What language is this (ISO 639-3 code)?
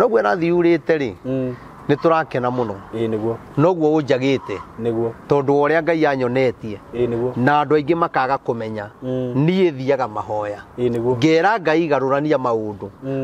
kik